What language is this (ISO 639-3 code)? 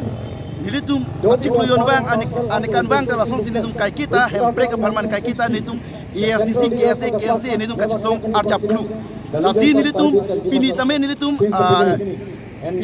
mjw